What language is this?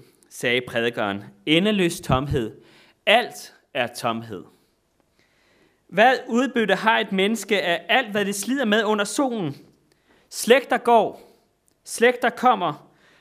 Danish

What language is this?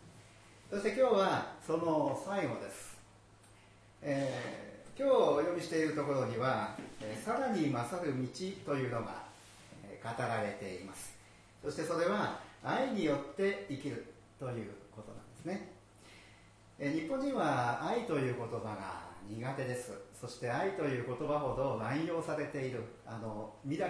Japanese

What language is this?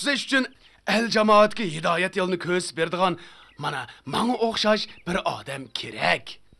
Uyghur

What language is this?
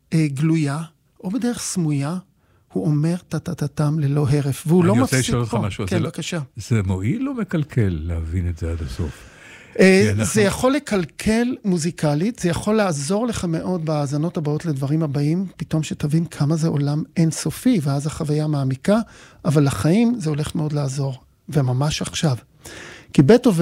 Hebrew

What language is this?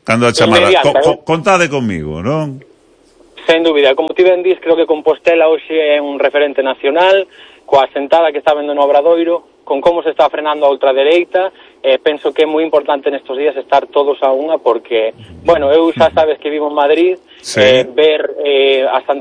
Galician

